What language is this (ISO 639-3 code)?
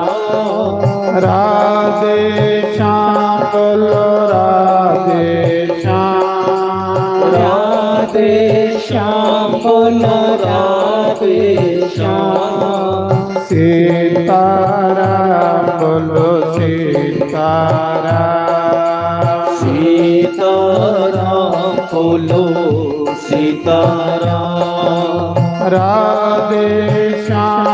doi